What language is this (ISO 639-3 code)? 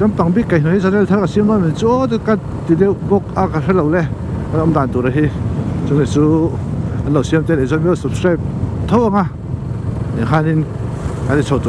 lus